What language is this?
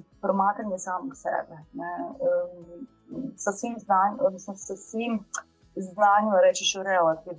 Croatian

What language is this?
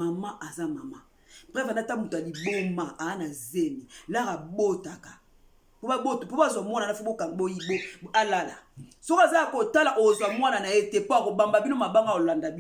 Lingala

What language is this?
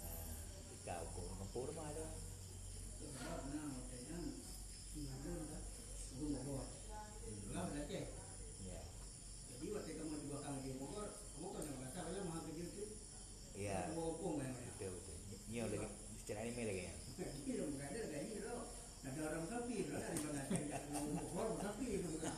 Achinese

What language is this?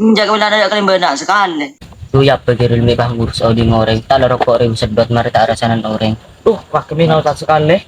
Madurese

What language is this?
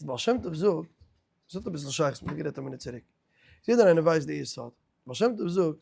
Yiddish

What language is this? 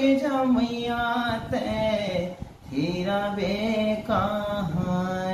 Chhattisgarhi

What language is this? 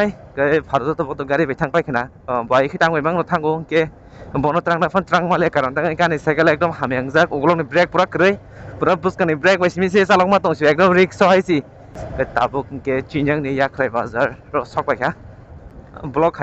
Kok Borok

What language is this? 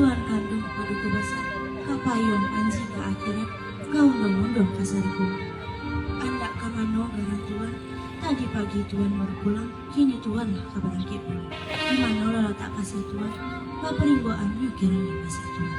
Minangkabau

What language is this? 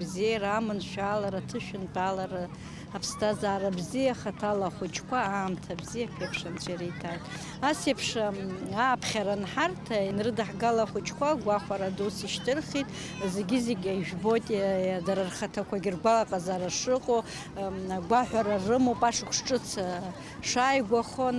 Abkhazian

